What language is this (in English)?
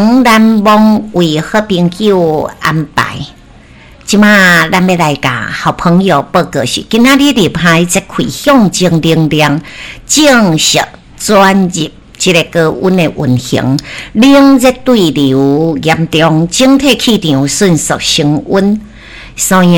Min Nan Chinese